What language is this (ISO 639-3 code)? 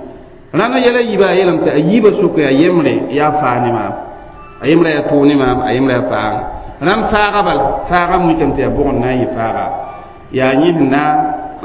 mos